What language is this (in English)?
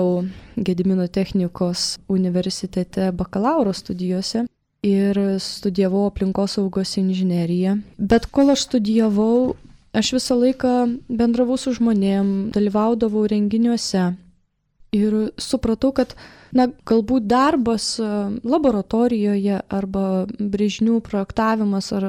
Lithuanian